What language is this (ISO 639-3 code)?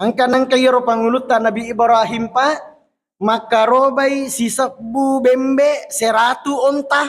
bug